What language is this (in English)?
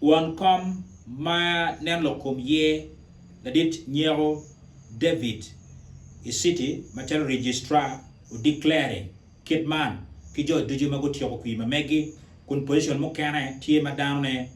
Acoli